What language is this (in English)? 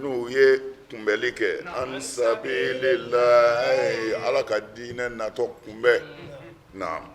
Bambara